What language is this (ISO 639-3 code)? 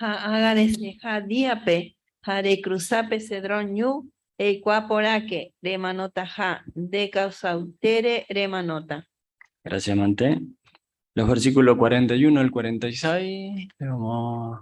grn